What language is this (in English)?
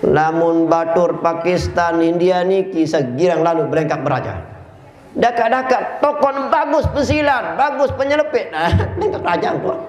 Sasak